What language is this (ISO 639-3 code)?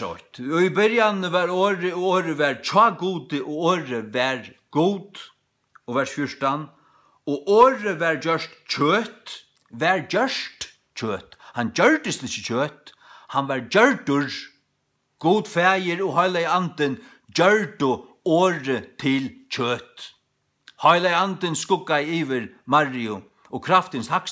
fao